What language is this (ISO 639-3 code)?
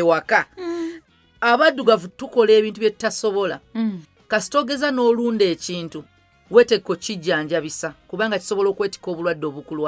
lug